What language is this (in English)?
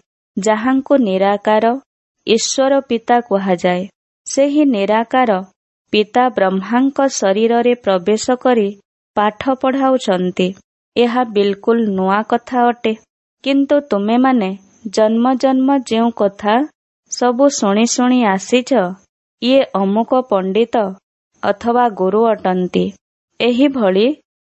Odia